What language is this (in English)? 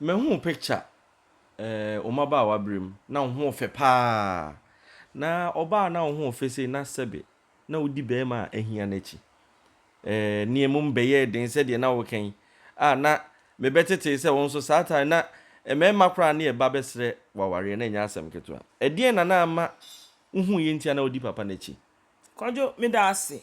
Akan